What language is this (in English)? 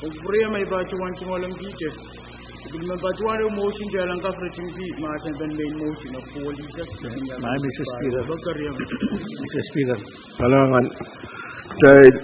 Pohnpeian